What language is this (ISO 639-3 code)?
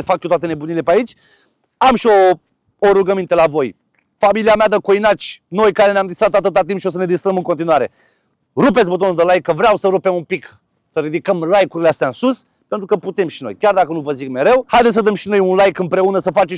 ron